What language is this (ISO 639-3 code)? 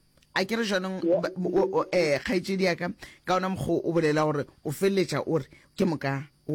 nso